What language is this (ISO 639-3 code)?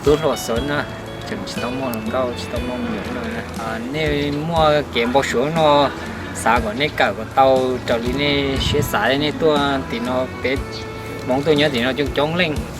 hmn